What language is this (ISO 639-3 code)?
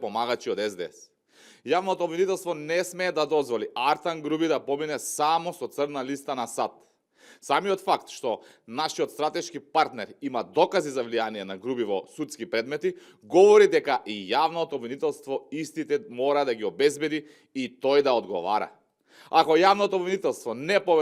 mkd